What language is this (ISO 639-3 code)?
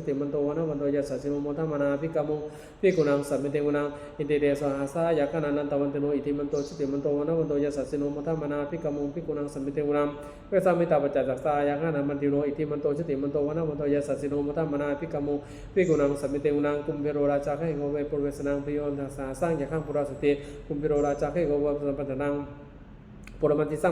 pli